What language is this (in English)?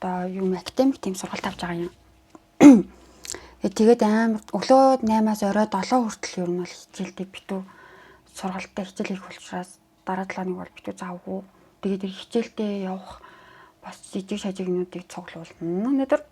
Mongolian